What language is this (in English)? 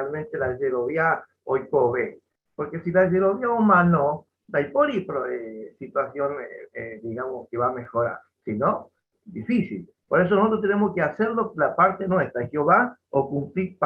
Guarani